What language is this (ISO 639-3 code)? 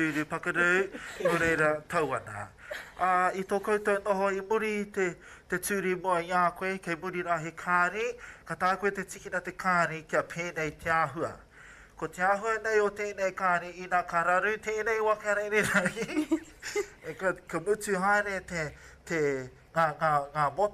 mri